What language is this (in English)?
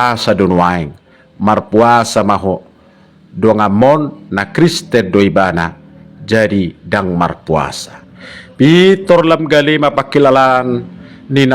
Batak Toba